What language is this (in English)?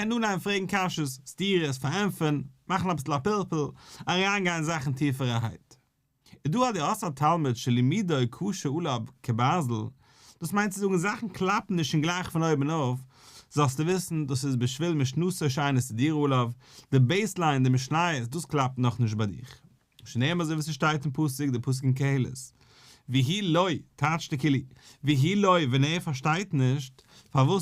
Yiddish